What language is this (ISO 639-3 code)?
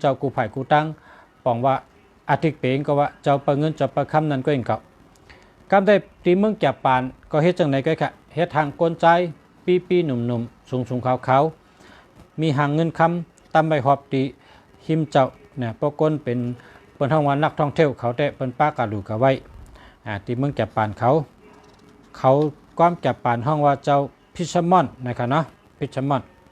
shn